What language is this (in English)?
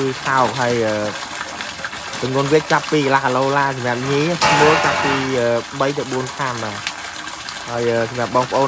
Khmer